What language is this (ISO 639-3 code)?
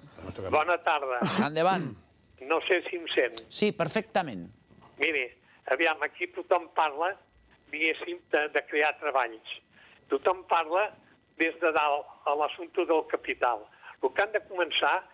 cat